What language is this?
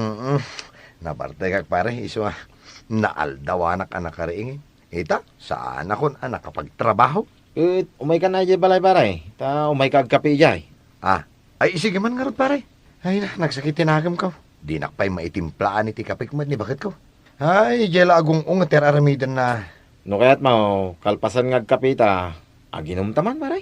Iloko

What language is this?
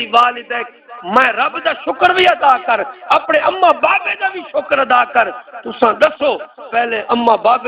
Saraiki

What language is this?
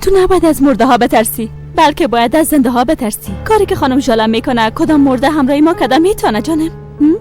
Persian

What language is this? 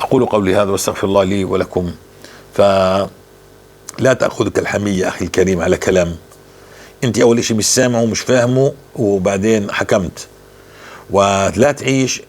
North Levantine Arabic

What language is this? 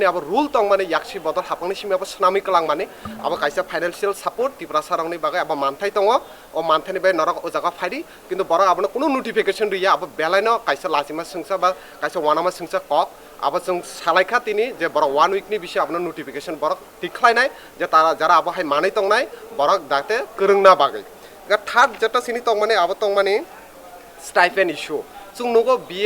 Kok Borok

